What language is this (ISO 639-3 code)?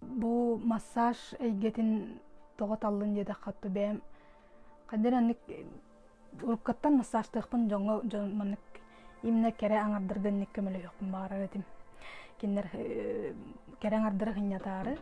sah